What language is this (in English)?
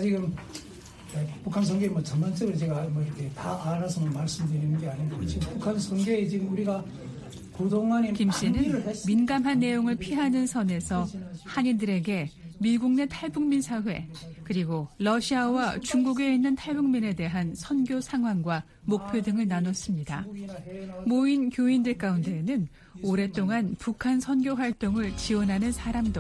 Korean